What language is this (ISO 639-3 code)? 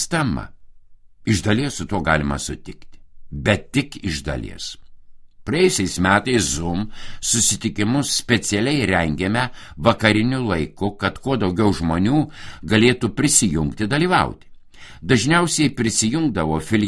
lit